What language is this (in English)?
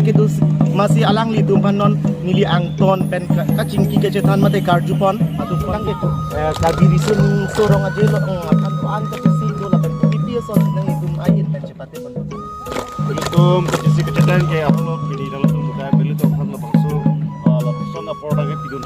Karbi